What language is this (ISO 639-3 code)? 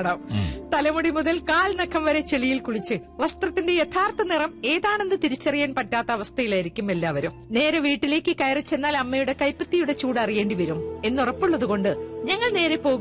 mal